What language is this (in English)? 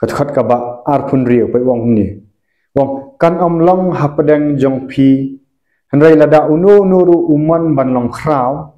Khasi